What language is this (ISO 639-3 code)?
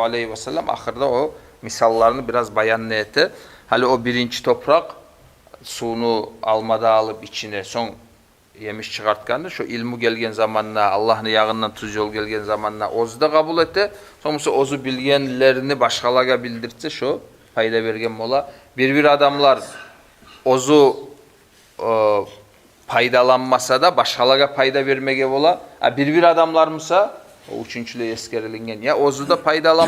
kum